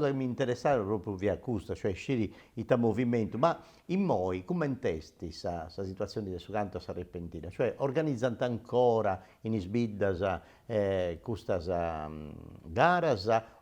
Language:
Sardinian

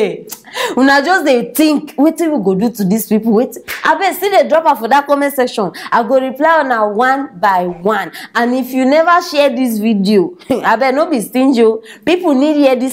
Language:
Nigerian Pidgin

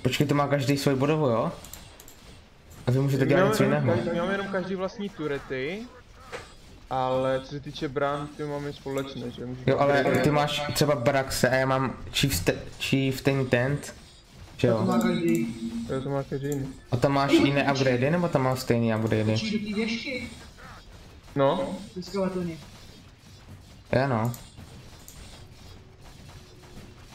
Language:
Czech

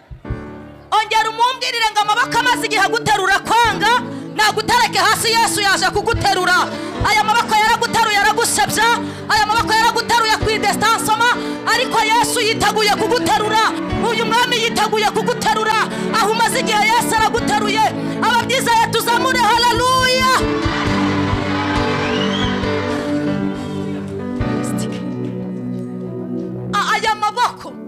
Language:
Kinyarwanda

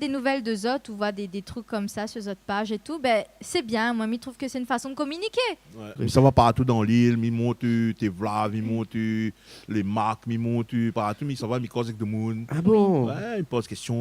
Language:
Réunion Creole French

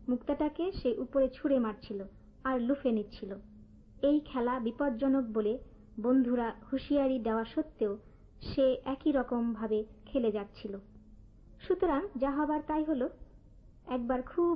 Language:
Bangla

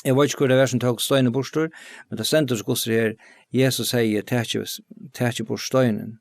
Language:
Faroese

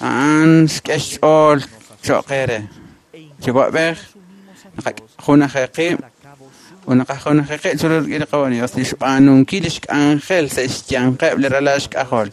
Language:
Kekchí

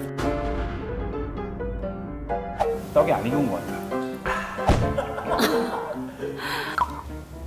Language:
Korean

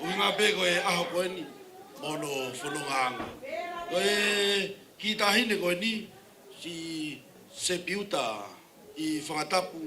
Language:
Tongan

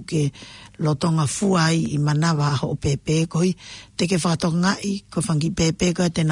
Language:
Tongan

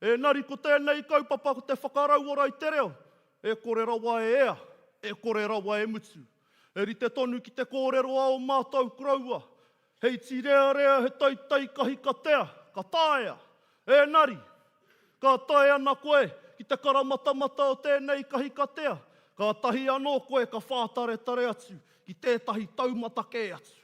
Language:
Māori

